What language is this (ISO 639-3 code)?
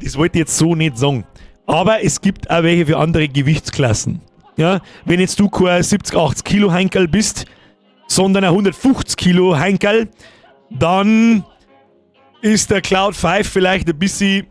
bar